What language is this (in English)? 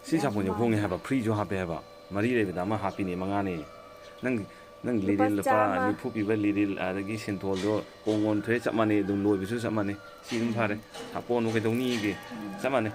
Manipuri